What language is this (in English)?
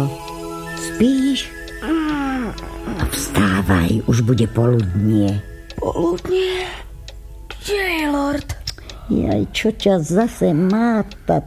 Slovak